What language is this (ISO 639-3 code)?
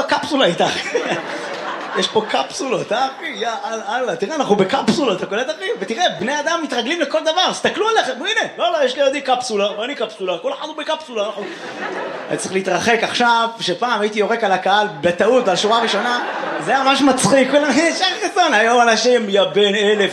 heb